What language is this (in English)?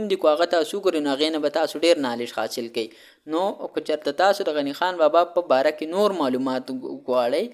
Pashto